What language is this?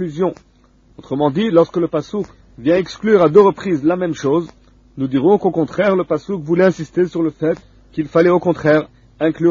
French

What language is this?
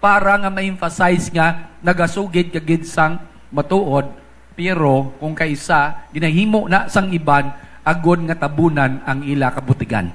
Hiligaynon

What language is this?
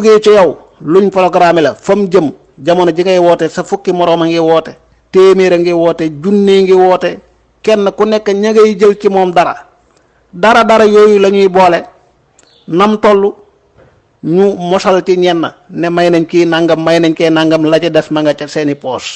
Wolof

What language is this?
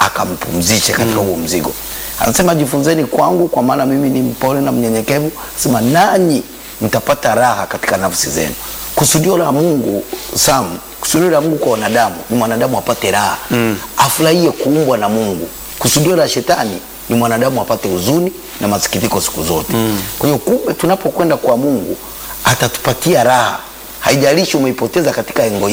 Swahili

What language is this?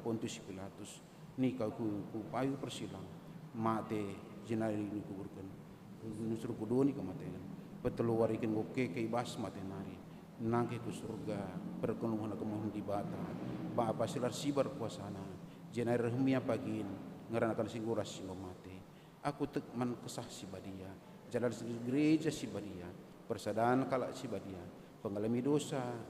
Batak Karo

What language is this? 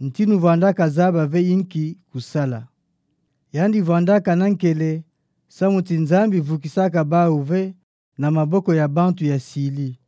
Kituba (Democratic Republic of Congo)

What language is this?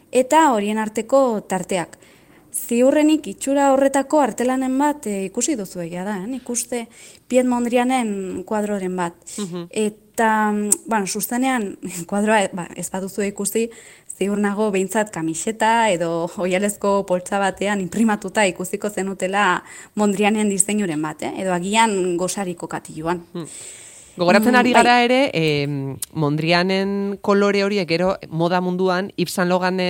Basque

